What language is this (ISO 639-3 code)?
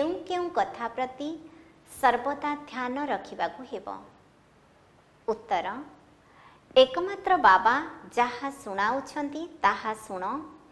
ori